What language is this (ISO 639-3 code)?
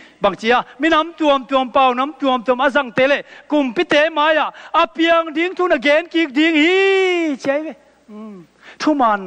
ctd